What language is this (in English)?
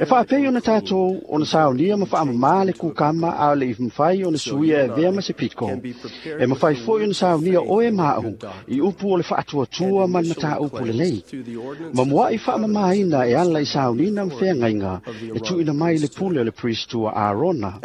Samoan